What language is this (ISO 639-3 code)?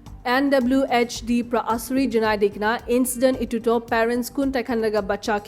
nag